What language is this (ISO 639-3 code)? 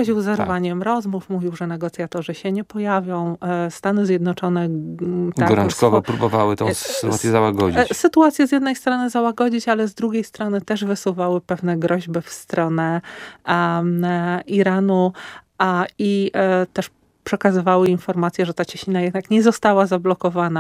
pol